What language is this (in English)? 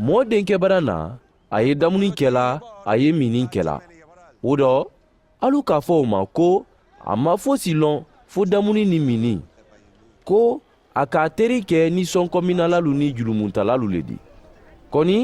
Mandingo